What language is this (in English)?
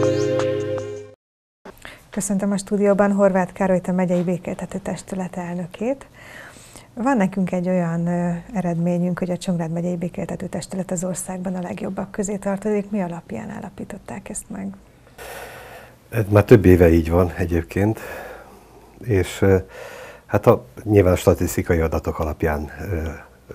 Hungarian